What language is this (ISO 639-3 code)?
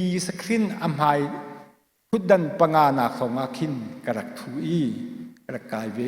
cnh